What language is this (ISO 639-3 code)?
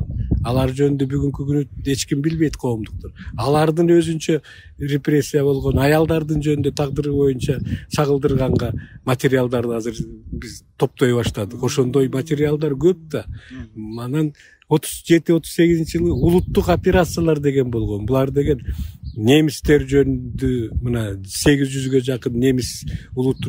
kir